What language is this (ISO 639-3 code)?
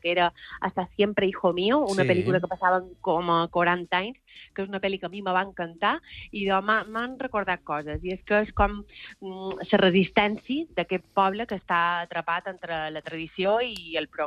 cat